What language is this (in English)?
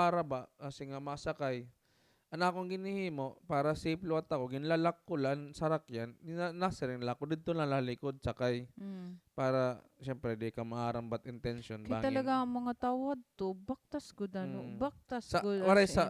Waray